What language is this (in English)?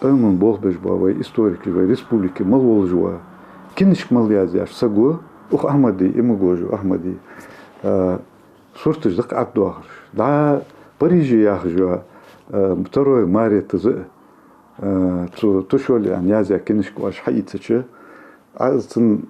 Ingush